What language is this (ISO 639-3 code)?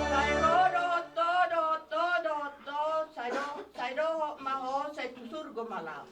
bbc